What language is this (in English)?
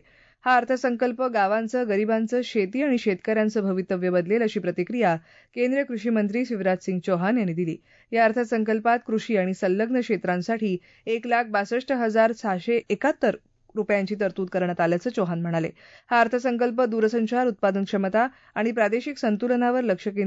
Marathi